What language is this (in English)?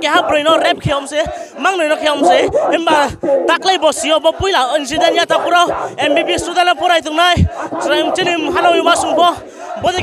Riang (India)